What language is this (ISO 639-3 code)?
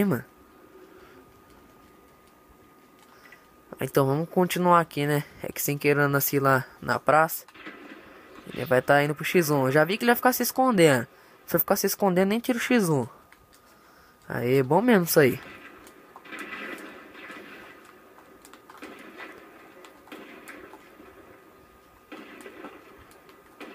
por